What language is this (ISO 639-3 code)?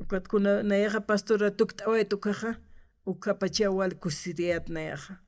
aym